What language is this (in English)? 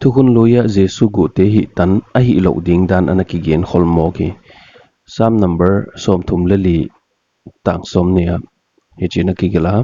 Paite Chin